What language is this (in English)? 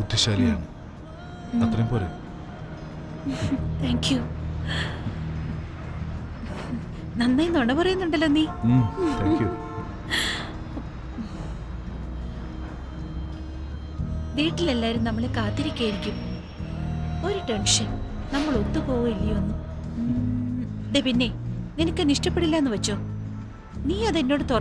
Malayalam